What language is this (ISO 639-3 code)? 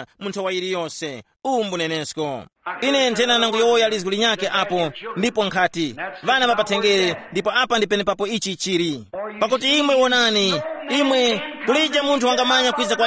tum